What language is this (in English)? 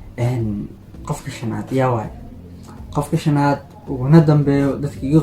Somali